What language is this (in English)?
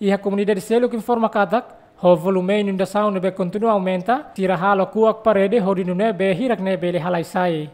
Tetum